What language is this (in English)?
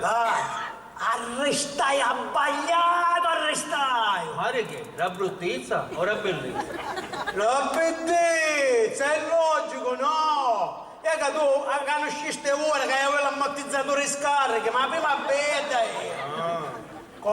Sicilian